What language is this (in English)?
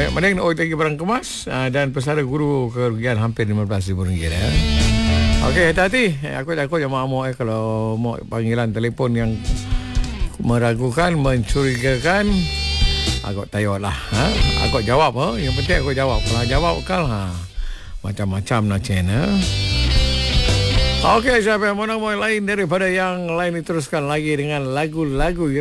Malay